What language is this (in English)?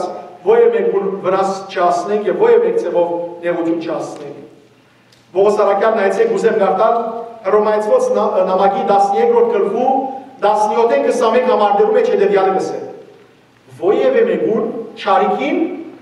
Western Armenian